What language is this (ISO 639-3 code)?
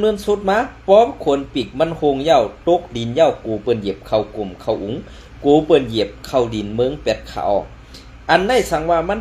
shn